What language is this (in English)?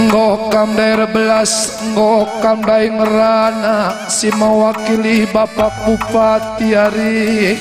Batak Karo